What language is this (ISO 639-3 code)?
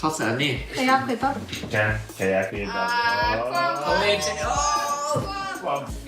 mri